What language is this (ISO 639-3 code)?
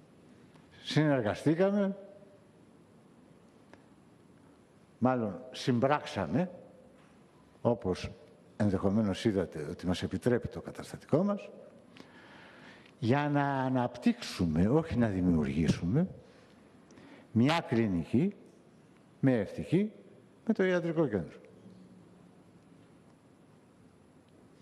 ell